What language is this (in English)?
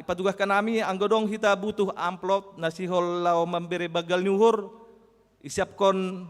Batak Simalungun